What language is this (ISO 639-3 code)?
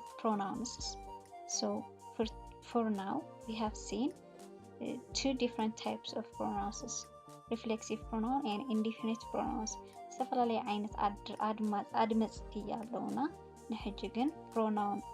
tir